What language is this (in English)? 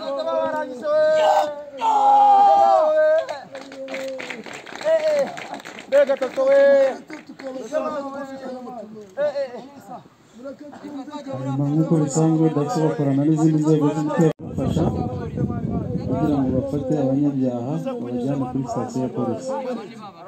Kinyarwanda